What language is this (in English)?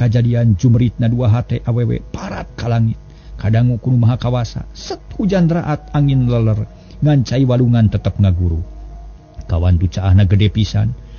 Sundanese